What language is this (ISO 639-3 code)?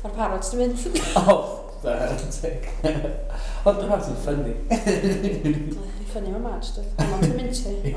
cym